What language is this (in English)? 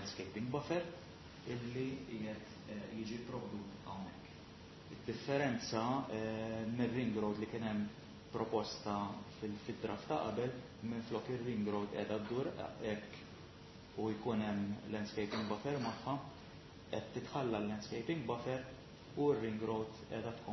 Maltese